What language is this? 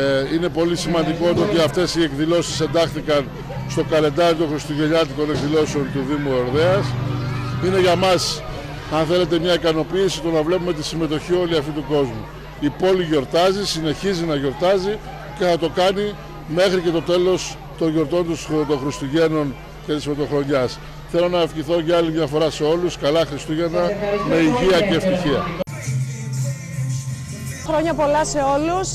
Greek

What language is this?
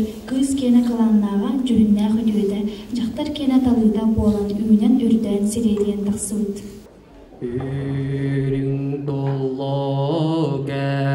Yakut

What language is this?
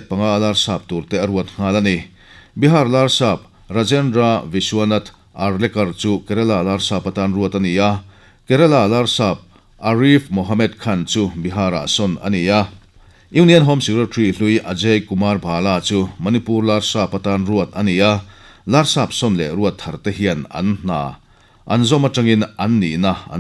Mizo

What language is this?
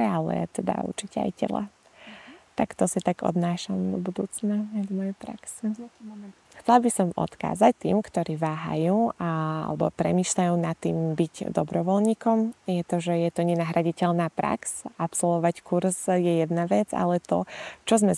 Slovak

